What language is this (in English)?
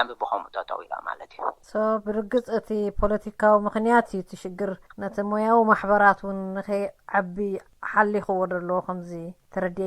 Tigrinya